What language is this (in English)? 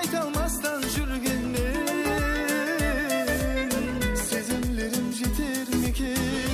Kara-Kalpak